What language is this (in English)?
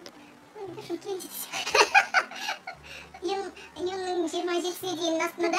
Kazakh